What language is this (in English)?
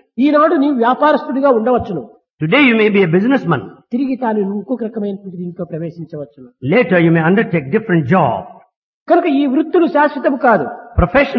Telugu